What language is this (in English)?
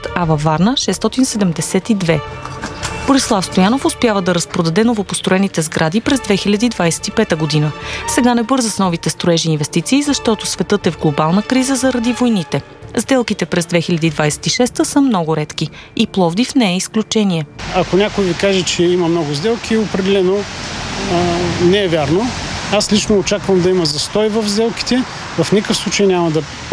Bulgarian